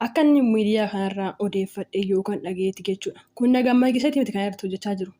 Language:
Oromo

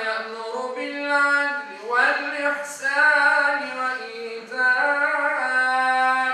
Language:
Crimean Tatar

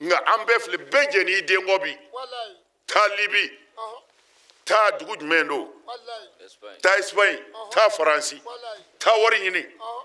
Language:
Bambara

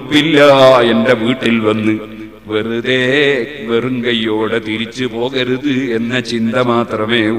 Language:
Malayalam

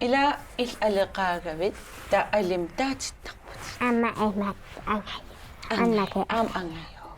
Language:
Kalaallisut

